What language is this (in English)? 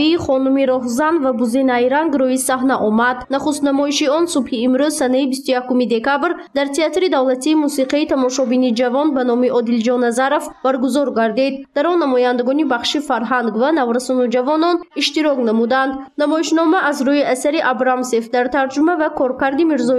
Tajik